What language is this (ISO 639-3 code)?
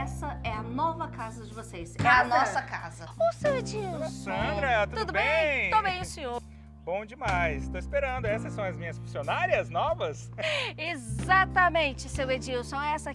por